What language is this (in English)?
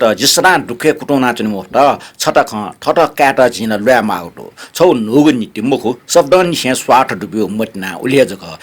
Newari